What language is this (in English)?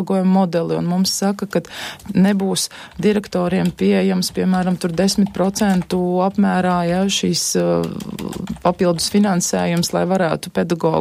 Latvian